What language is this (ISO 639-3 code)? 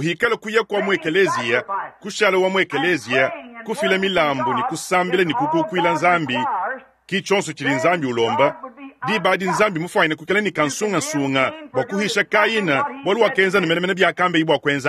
lua